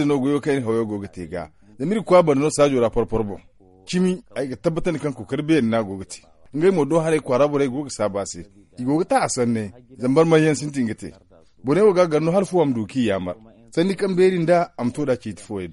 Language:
Zarma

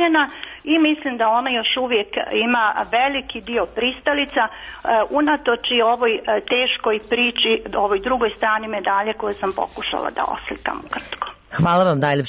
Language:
Serbian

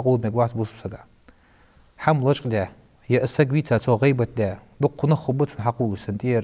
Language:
Ingush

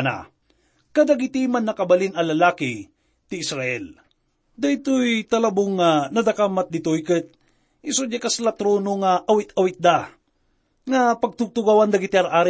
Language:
Iloko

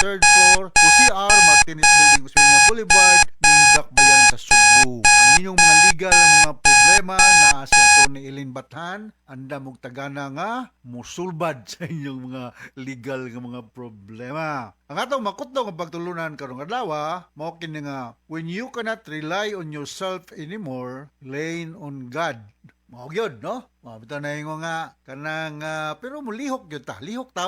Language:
Cebuano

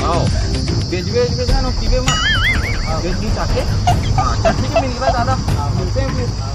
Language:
Chhattisgarhi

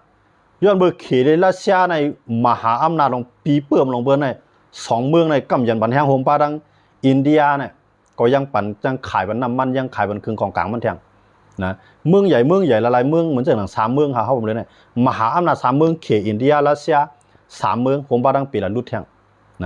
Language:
Shan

